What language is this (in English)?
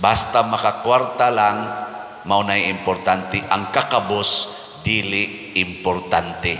Cebuano